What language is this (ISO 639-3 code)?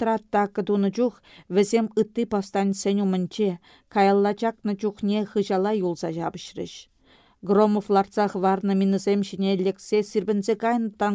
chv